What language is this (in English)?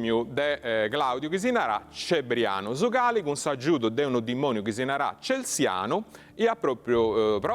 Sardinian